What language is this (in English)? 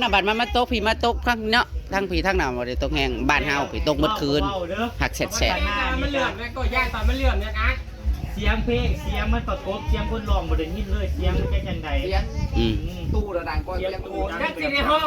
Northeastern Thai